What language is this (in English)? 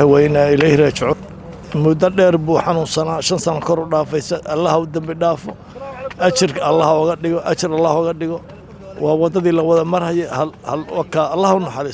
Somali